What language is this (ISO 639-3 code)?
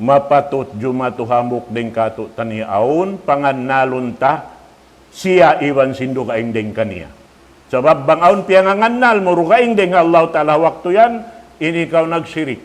tsg